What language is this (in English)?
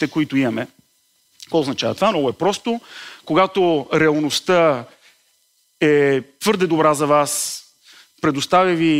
Bulgarian